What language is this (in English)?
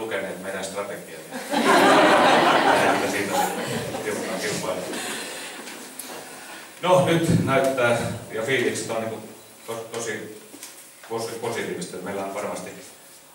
Finnish